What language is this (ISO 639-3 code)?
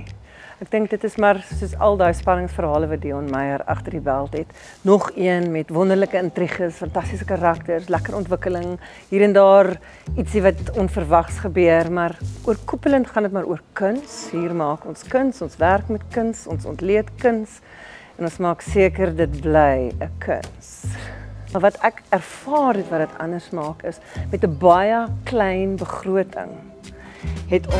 afr